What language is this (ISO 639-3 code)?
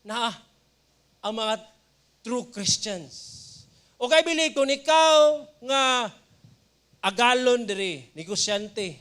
ceb